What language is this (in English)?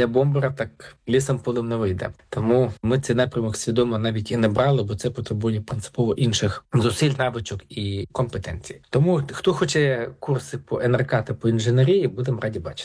Ukrainian